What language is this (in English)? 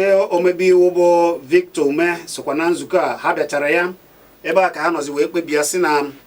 Igbo